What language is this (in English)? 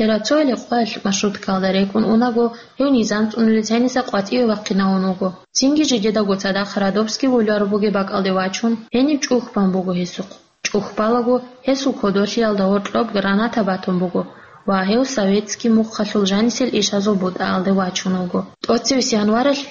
Avaric